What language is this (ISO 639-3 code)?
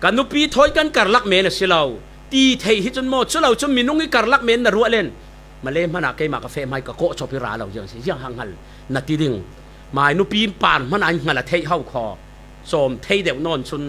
cfm